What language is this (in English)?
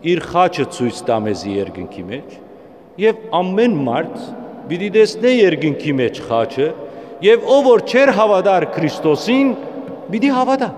Western Armenian